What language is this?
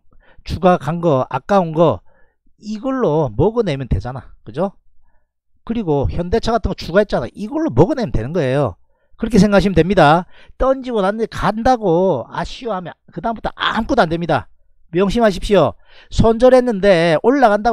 Korean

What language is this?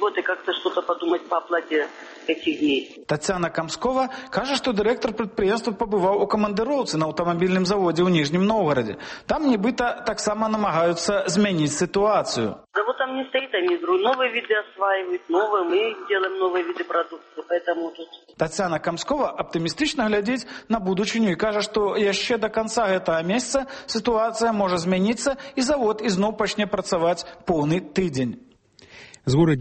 Belarusian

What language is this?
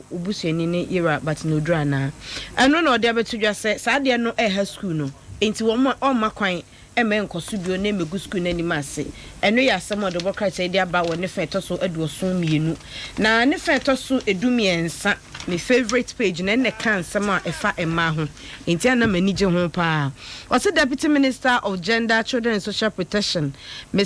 Akan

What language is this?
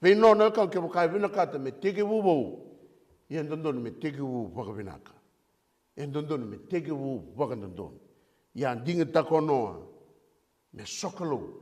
Fijian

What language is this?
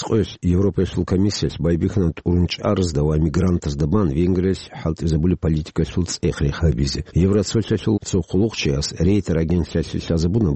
Avaric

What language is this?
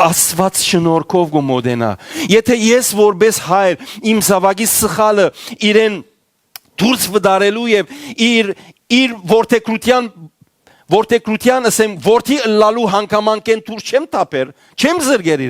Western Armenian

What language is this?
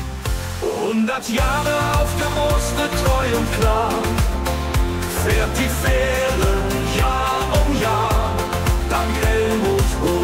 German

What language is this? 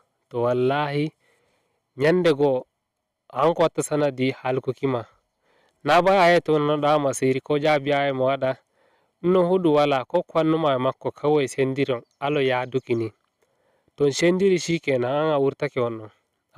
Fula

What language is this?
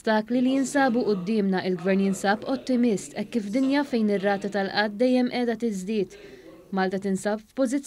Maltese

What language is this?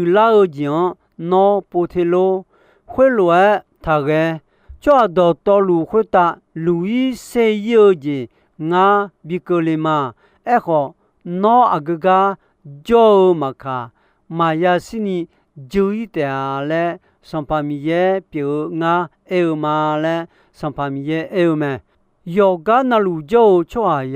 Akha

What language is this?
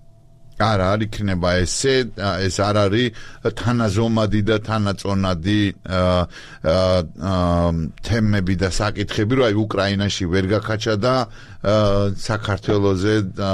Georgian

